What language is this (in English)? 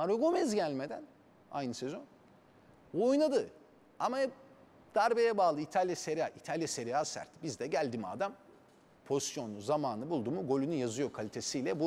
Turkish